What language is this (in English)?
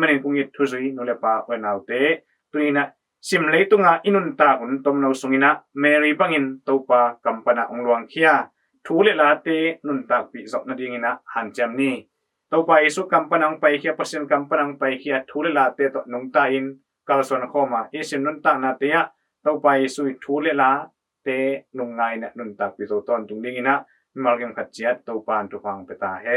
Tedim Chin